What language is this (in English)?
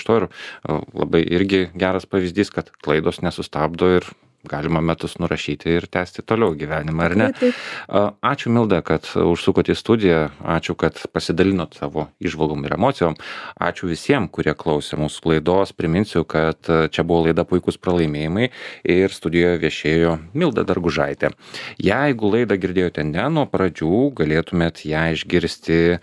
Lithuanian